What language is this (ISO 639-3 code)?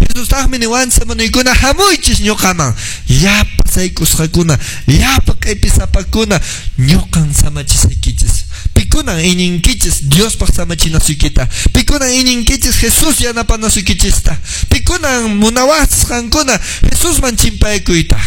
que